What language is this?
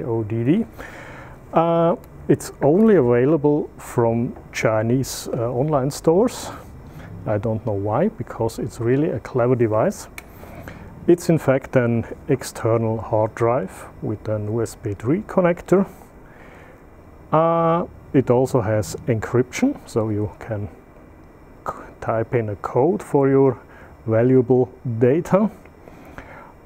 English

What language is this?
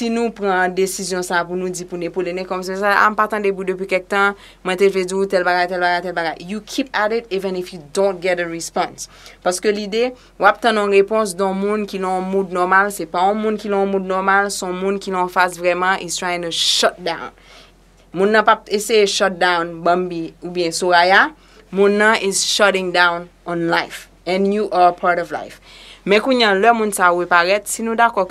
Haitian Creole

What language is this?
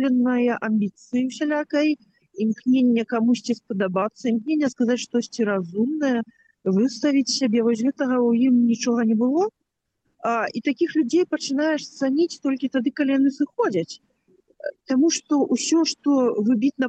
Belarusian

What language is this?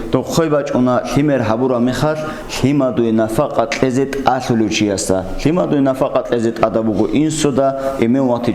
Avaric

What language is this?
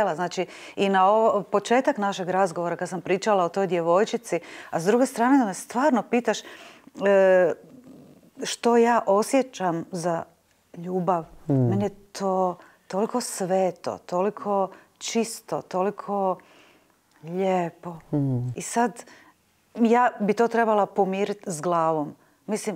Croatian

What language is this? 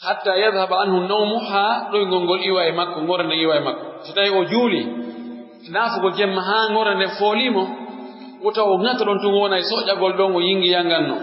Pular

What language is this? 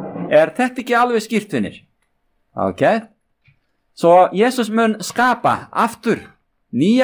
Icelandic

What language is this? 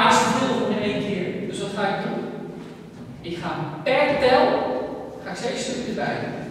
Dutch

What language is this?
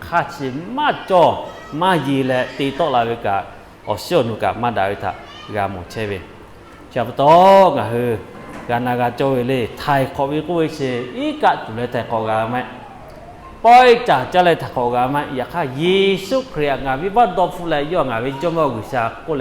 Lahu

